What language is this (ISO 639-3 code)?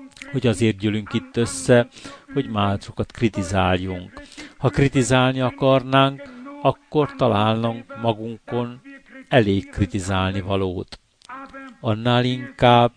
hun